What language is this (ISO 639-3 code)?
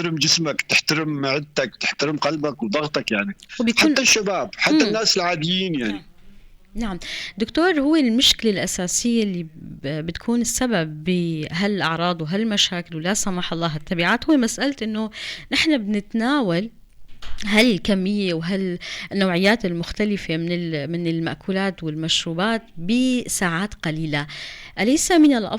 apc